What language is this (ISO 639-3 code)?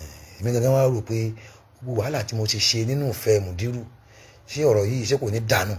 yor